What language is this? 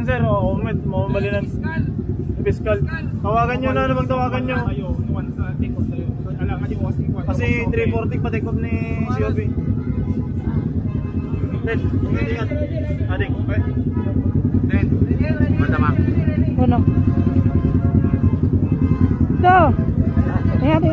Filipino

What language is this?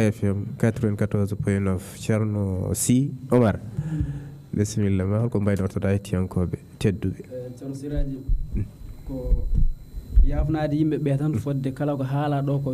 Fula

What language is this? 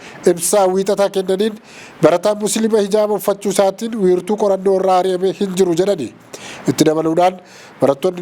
Oromo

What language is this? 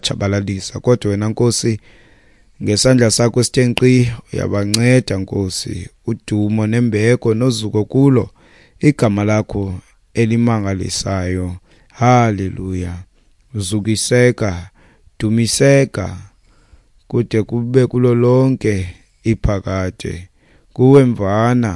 Xhosa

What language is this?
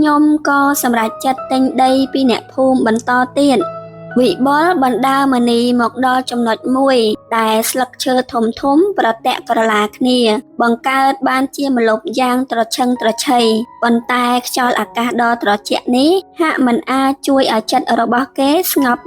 Khmer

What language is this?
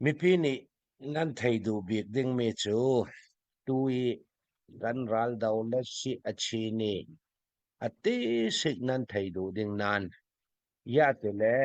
Hakha Chin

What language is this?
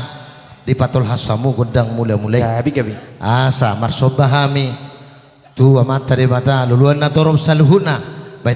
Batak Toba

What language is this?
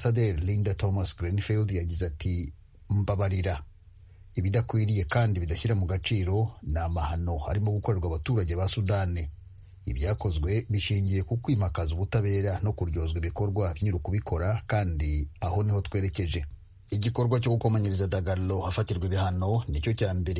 Kinyarwanda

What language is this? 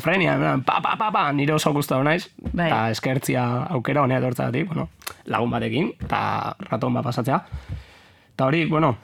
Basque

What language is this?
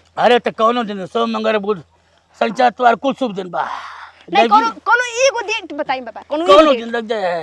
Bhojpuri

